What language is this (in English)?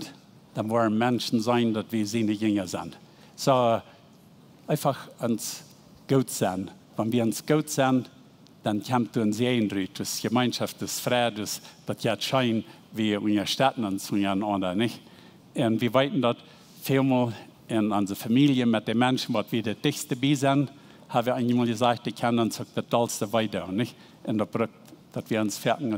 Plautdietsch